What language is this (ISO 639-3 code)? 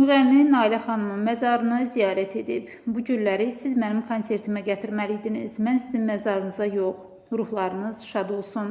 aze